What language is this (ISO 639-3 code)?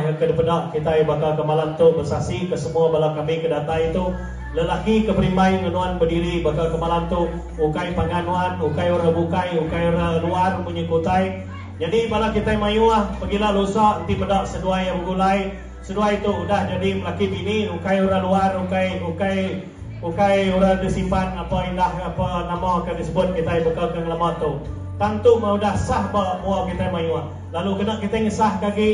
iba